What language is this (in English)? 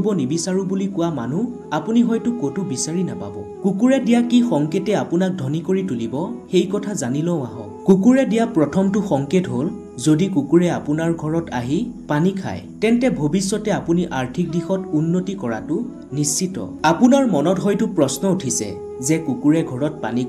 Assamese